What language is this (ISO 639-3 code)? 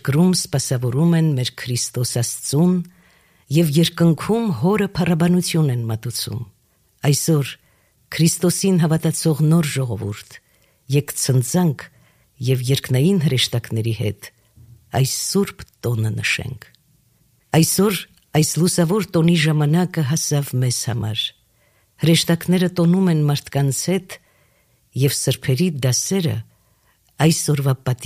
hye